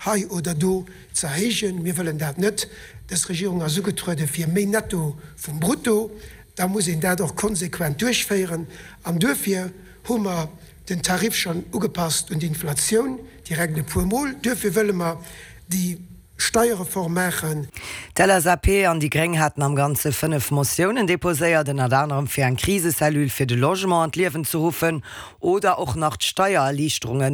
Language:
Luxembourgish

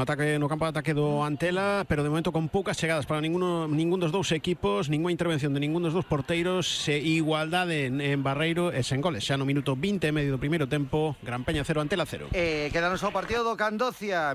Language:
Galician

